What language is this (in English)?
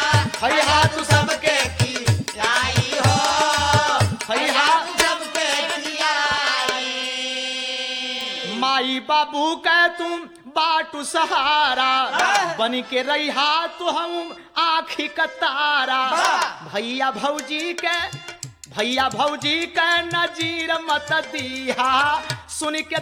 Bhojpuri